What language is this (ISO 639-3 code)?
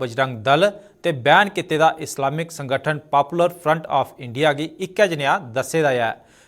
doi